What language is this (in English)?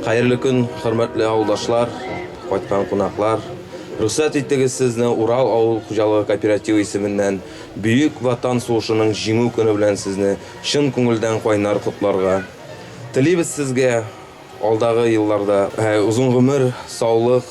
Bashkir